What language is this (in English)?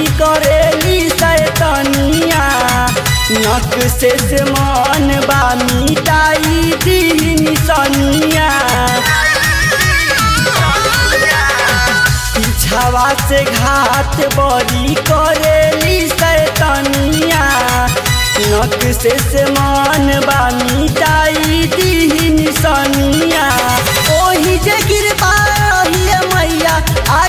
Bhojpuri